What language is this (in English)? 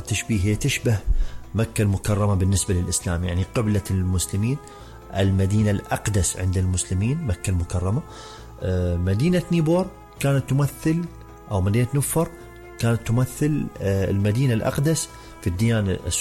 Mesopotamian Arabic